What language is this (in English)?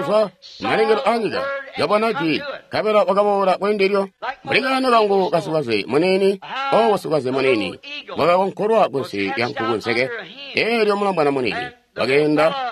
Tonga (Zambia)